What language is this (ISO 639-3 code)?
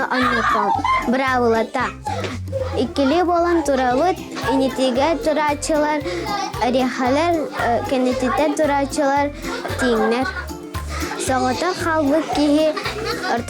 sah